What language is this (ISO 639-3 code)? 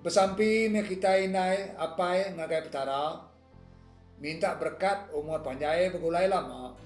iba